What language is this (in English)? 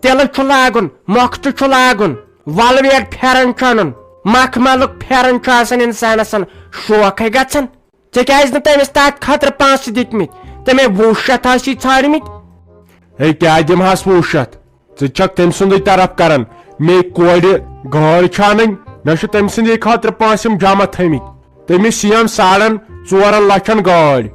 Kashmiri